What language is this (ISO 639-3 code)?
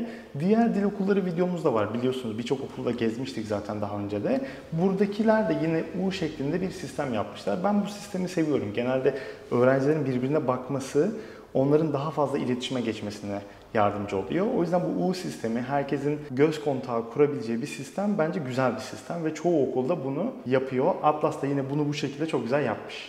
tur